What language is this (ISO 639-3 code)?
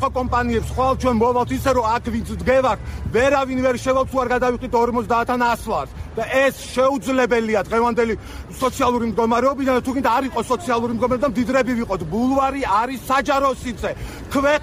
kat